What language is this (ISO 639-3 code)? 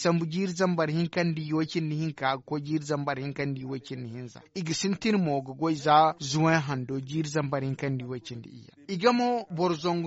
dje